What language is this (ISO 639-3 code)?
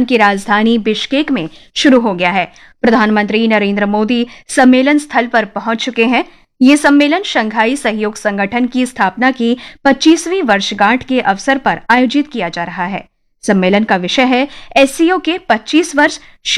hin